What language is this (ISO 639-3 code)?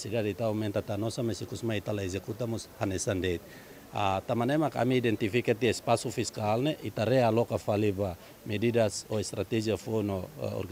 tet